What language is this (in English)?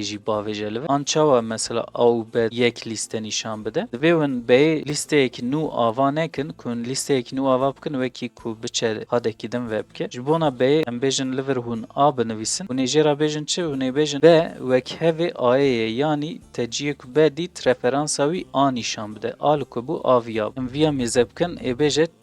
Kurdish